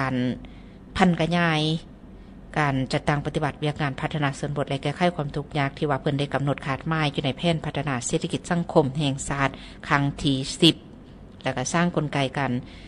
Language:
Lao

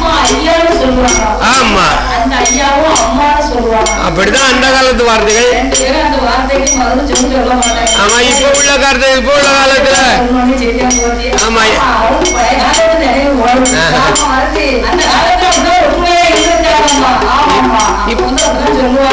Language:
Tamil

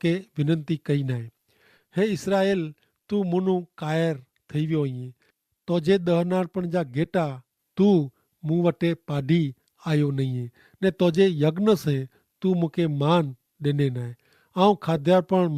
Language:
Kachhi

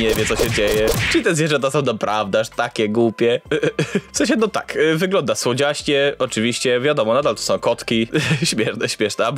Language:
Polish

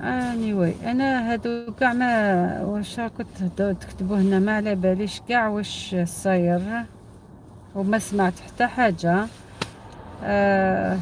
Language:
Algerian Arabic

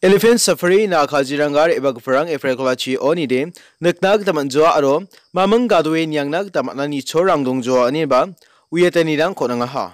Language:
Garo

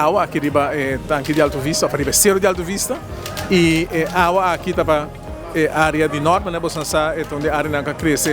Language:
Papiamento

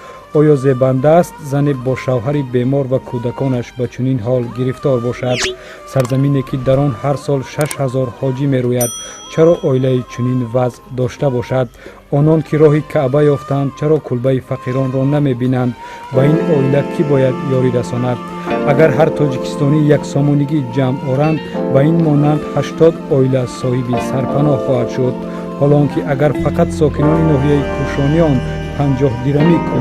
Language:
Tajik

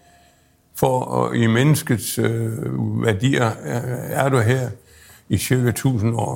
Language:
Danish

